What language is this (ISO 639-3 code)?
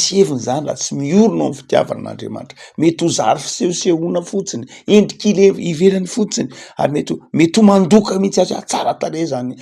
mlg